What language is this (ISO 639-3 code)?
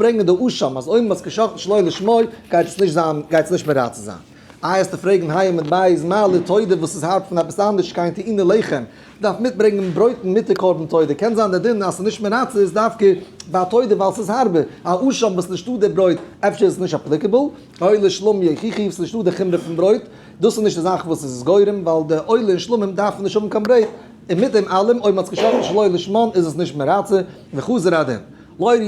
yid